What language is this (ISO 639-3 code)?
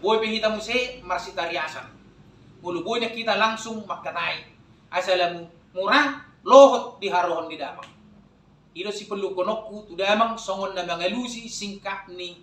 bbc